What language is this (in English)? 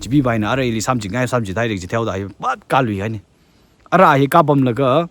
Tangkhul Naga (India)